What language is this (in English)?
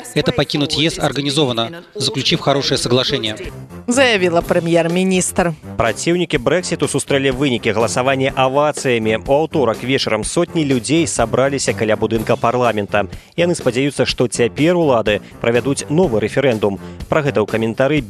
Belarusian